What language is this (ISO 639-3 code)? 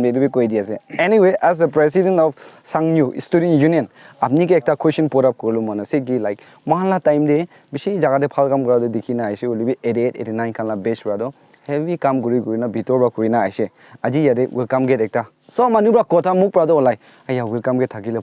nag